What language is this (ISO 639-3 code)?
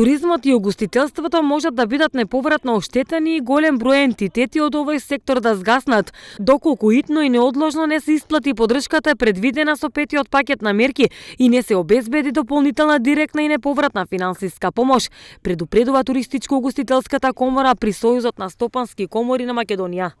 mkd